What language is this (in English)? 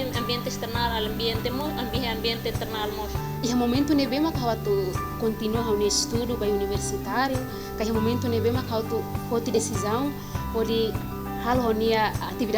Tetum